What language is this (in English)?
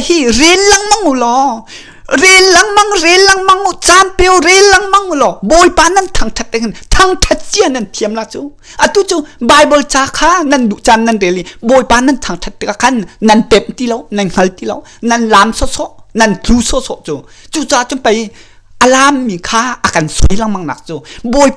Hakha Chin